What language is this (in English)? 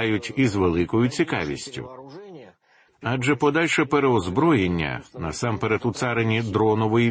Ukrainian